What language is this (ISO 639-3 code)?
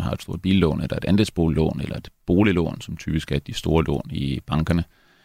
dan